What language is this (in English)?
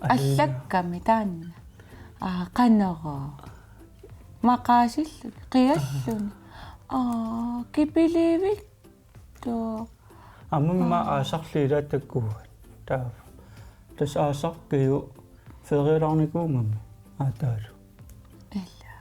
Kalaallisut